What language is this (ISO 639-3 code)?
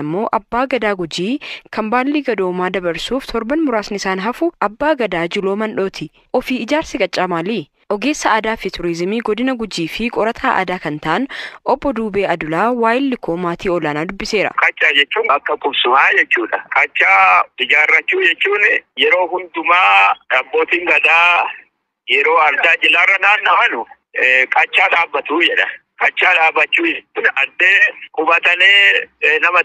orm